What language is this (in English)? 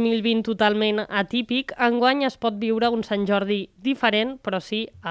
Catalan